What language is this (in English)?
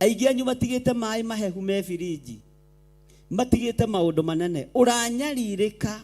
Kikuyu